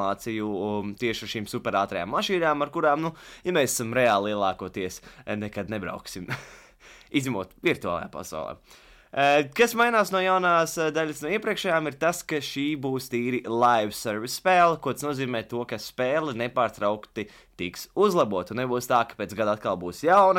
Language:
Latvian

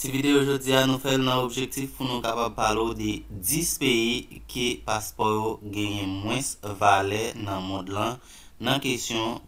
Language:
Haitian Creole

